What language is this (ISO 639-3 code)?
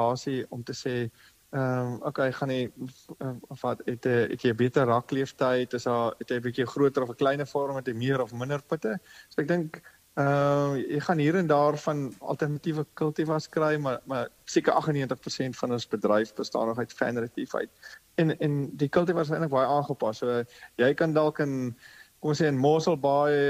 afr